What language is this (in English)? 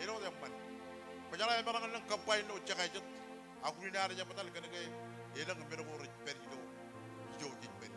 Marshallese